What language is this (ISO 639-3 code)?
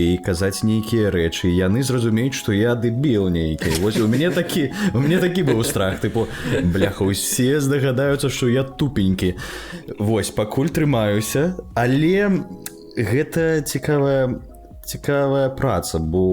bel